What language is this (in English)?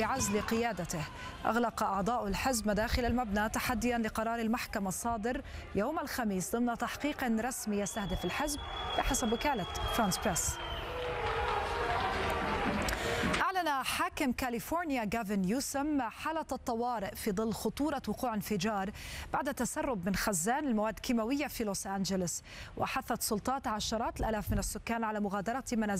Arabic